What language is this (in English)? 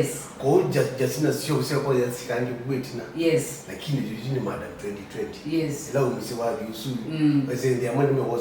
Kamba